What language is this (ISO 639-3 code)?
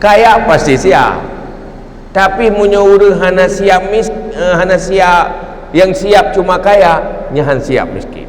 ace